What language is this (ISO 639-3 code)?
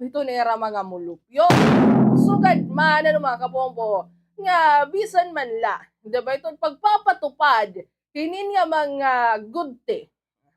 war